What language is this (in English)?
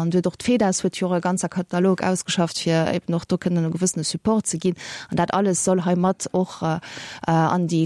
Luxembourgish